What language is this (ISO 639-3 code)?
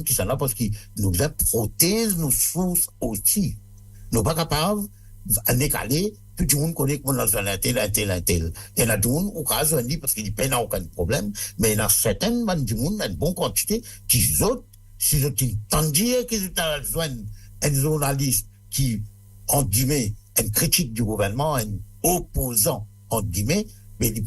mfe